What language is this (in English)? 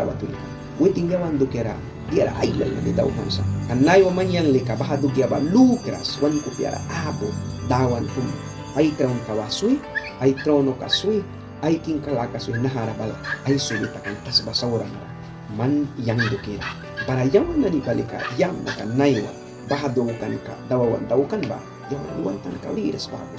Mískito